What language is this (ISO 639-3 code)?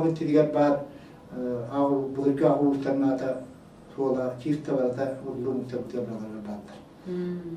sah